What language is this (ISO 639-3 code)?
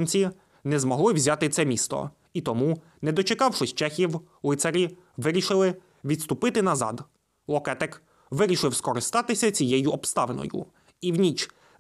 ukr